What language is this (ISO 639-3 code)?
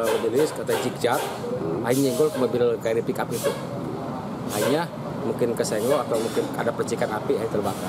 ind